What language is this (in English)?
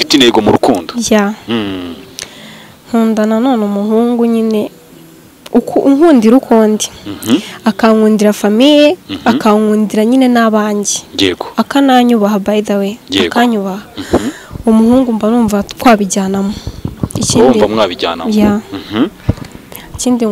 Kinyarwanda